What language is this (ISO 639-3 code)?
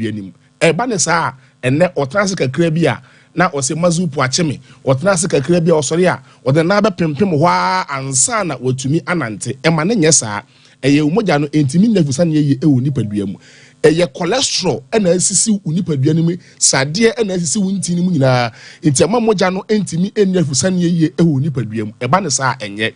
aka